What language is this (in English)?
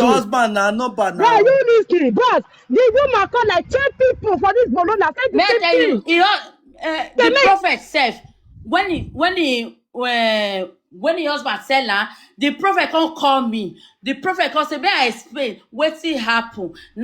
Nigerian Pidgin